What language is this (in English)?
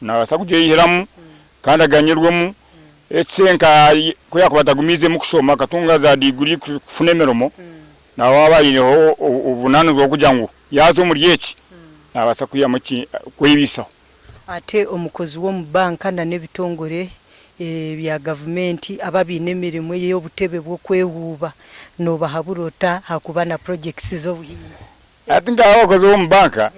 Nyankole